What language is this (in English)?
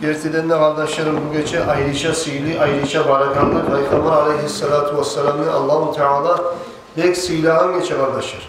Kumyk